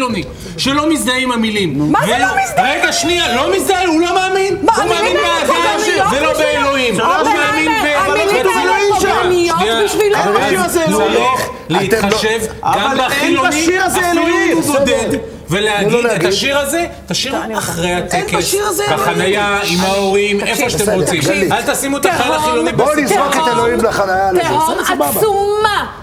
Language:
Hebrew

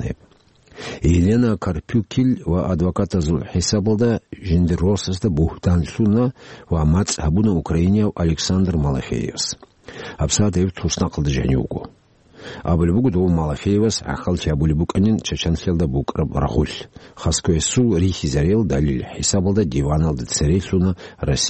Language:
Avaric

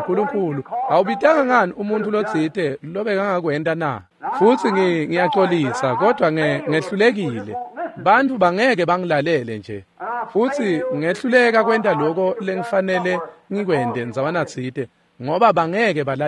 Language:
Swati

